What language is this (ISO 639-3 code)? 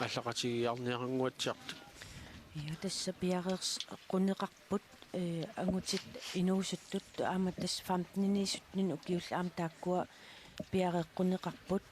kal